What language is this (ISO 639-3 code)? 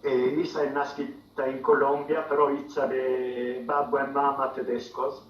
srd